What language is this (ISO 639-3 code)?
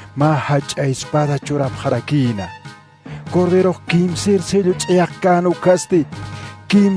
aym